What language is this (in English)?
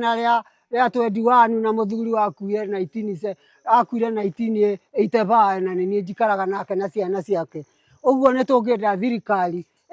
Kikuyu